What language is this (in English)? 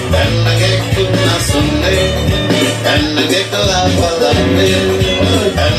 Venda